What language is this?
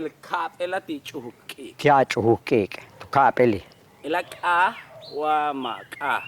Yucateco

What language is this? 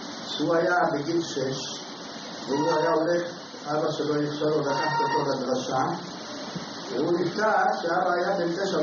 Hebrew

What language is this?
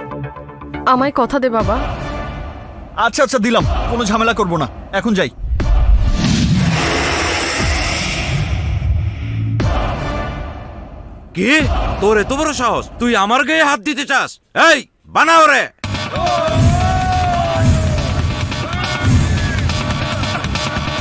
Bangla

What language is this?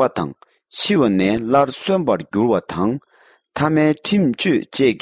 Tibetan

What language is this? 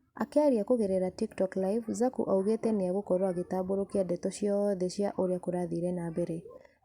Kikuyu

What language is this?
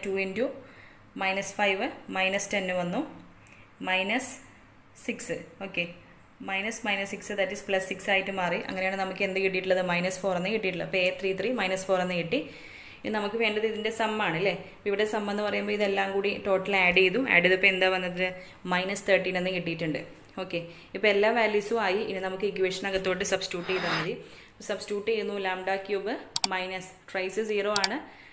Malayalam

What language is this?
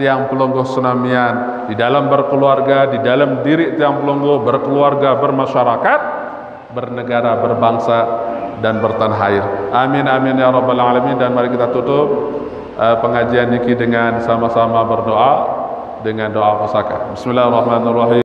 Sasak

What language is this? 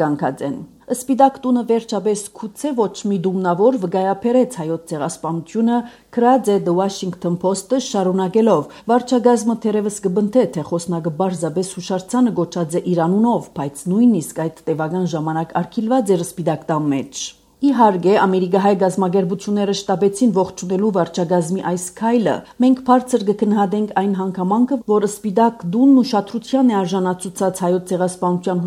Armenian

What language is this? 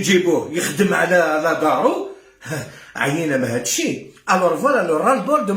Algerian Arabic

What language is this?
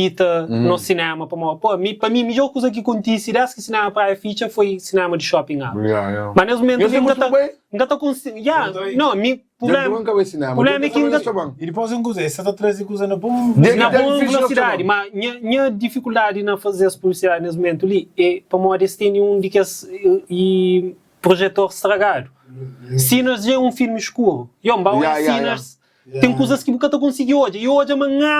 Kabuverdianu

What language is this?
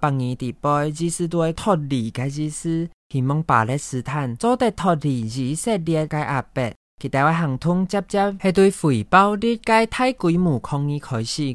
Hakka Chinese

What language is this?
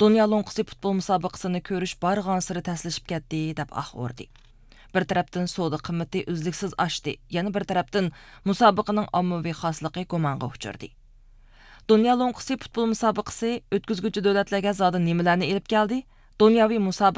Uyghur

